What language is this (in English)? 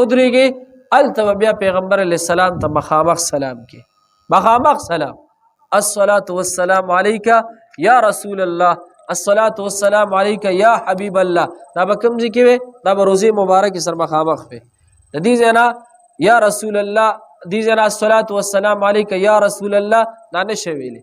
Pashto